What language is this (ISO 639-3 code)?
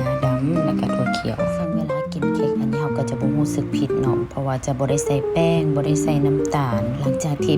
lao